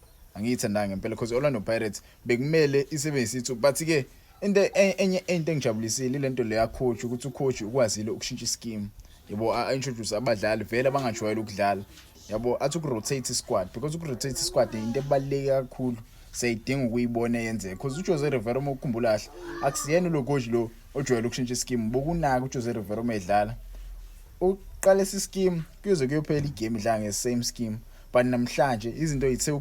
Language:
Zulu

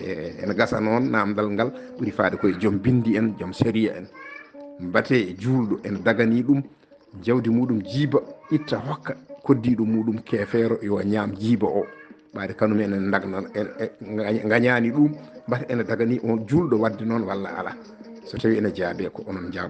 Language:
Fula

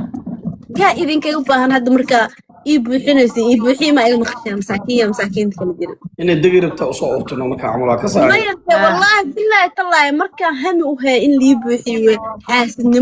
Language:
Somali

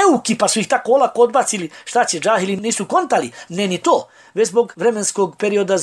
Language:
Bosnian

